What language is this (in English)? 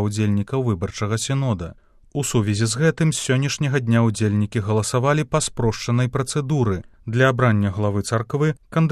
Belarusian